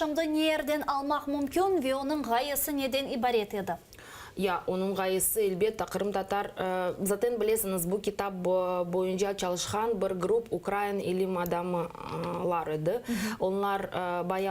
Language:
Crimean Tatar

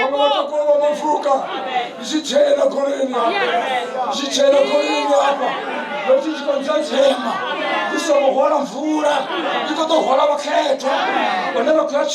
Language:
Venda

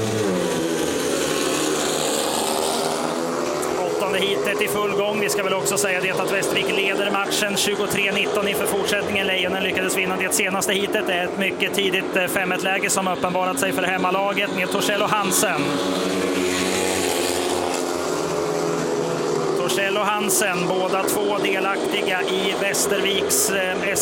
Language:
Swedish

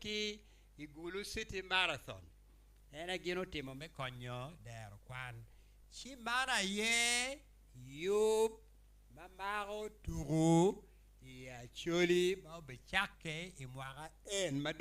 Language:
Acoli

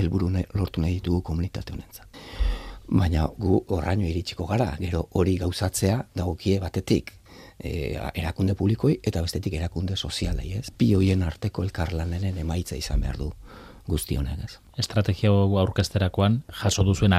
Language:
Basque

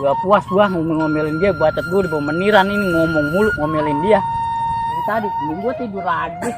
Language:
Betawi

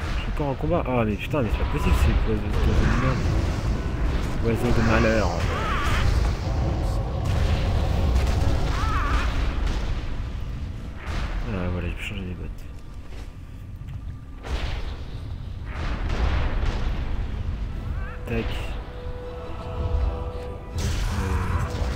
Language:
French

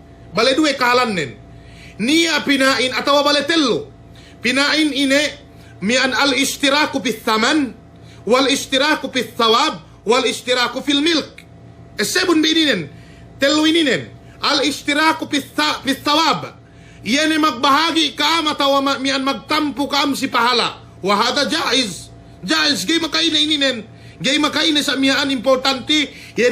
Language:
Yakan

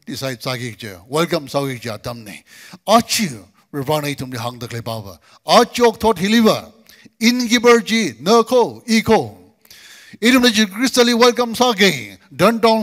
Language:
Tangkhul Naga (India)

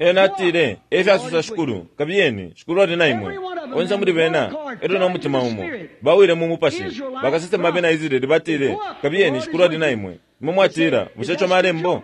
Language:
Bemba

